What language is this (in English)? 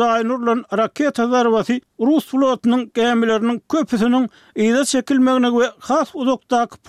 Turkmen